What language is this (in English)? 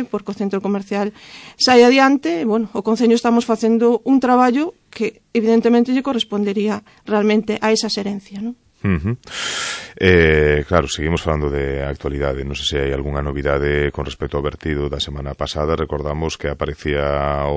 Galician